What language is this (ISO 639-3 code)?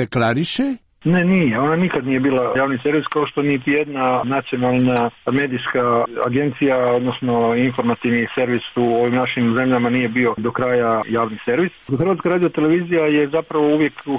hrv